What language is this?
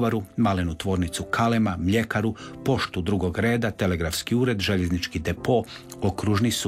Croatian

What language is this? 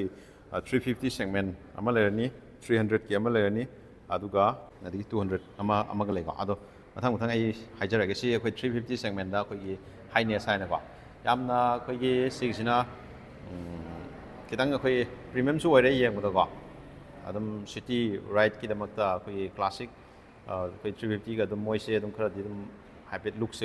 Manipuri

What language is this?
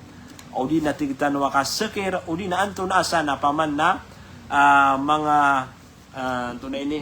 Maranao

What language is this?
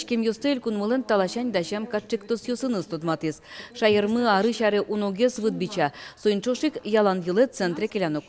Udmurt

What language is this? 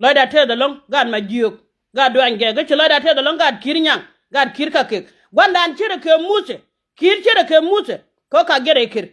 Nuer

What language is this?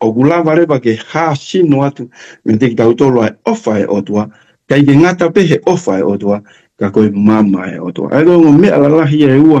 Tongan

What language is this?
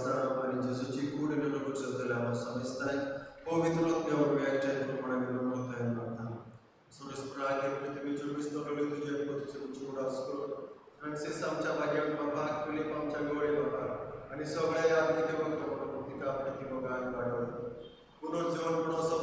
Konkani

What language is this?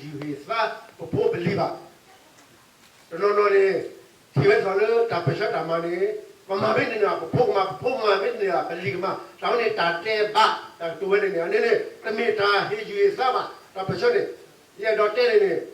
S'gaw Karen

